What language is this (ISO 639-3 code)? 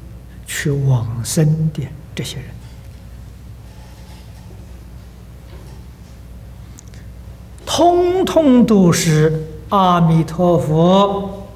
zho